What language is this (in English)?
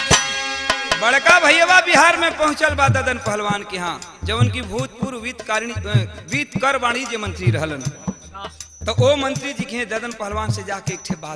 Bhojpuri